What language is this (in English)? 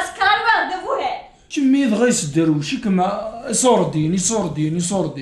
Kabyle